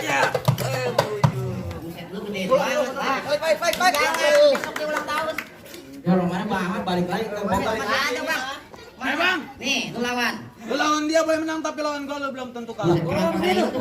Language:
Betawi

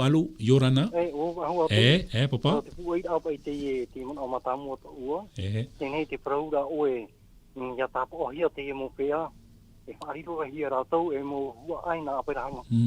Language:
Tahitian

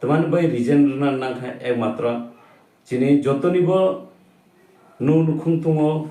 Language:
Kok Borok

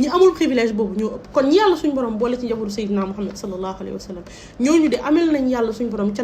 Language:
Wolof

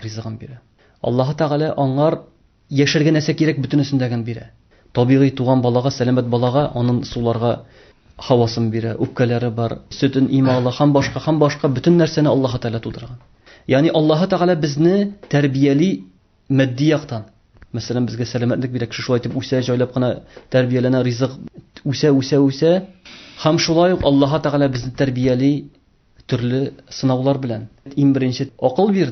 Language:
Tatar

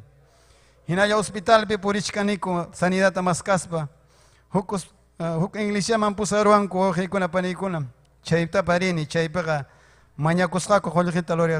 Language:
Ayacucho Quechua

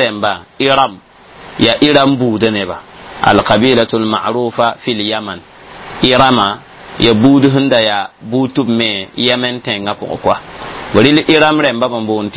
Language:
Mossi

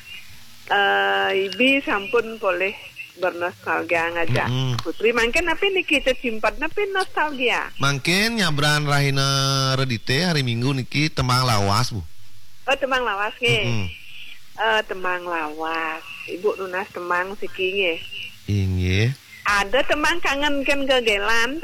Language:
Balinese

